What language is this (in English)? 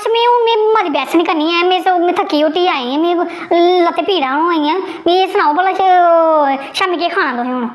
Dogri